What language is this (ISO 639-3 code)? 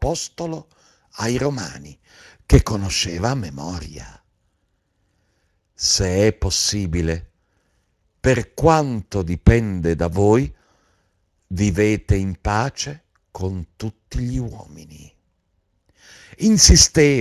ita